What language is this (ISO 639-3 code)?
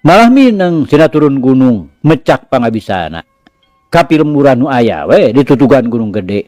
sun